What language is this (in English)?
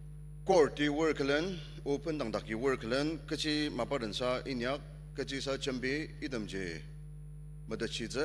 Ao Naga